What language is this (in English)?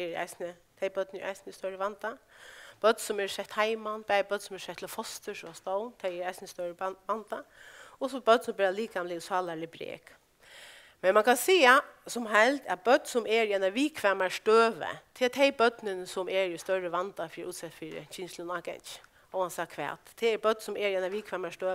Faroese